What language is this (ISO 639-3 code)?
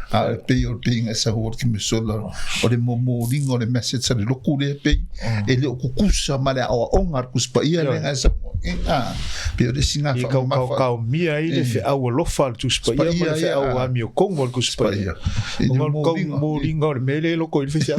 smo